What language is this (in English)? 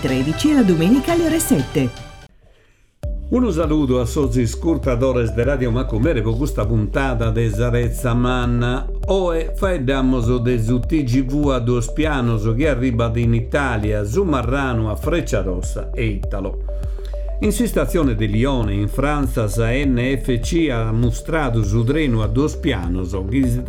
Sardinian